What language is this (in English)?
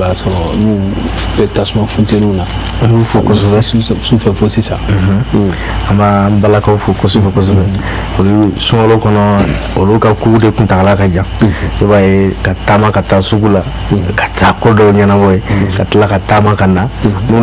Bambara